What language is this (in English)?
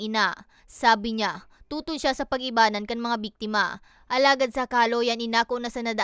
Bikol